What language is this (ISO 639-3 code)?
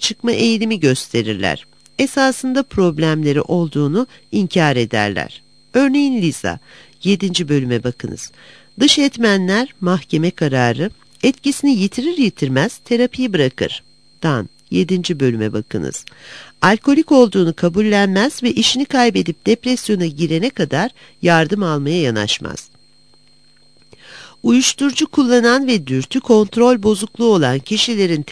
tur